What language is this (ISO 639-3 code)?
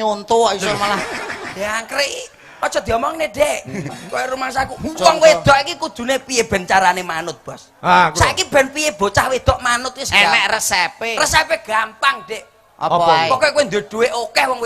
jav